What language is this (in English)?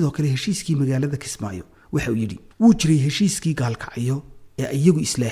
Somali